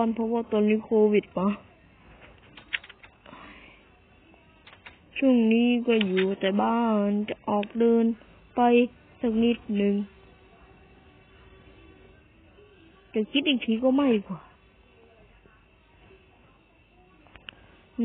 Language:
Thai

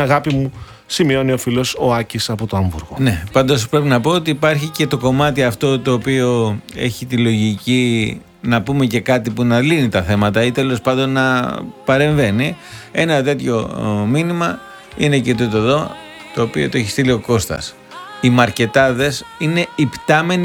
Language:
Greek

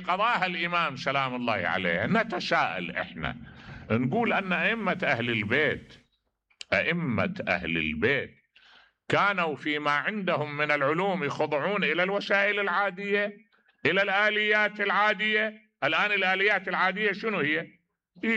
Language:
Mesopotamian Arabic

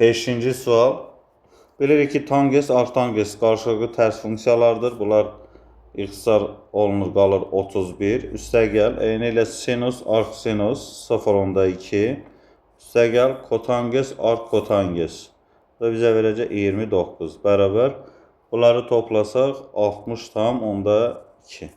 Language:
Azerbaijani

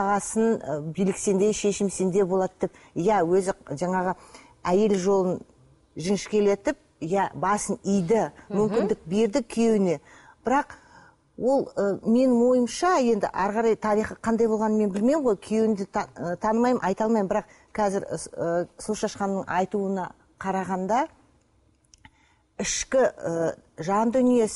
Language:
Kazakh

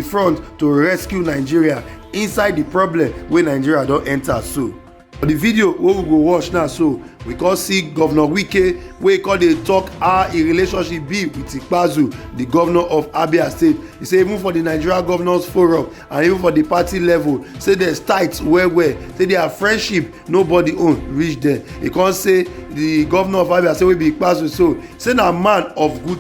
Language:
Nigerian Pidgin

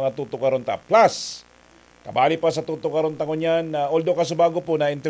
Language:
Bikol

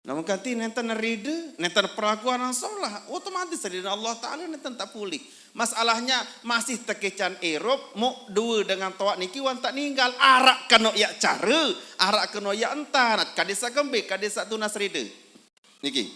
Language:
Sasak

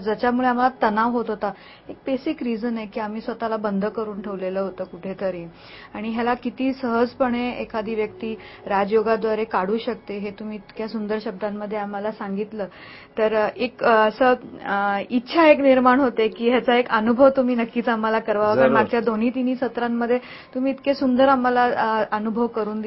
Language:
Marathi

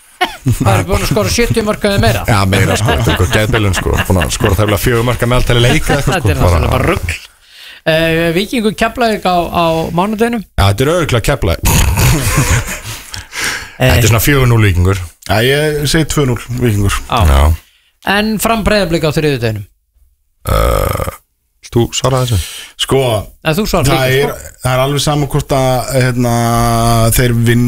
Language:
Icelandic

